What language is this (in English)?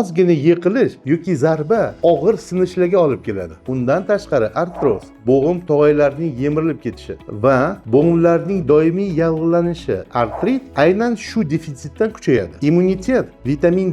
Uzbek